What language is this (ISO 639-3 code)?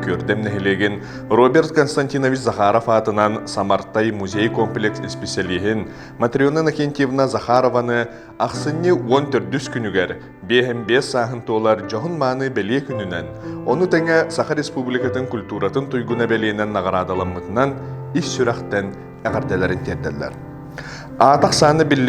sah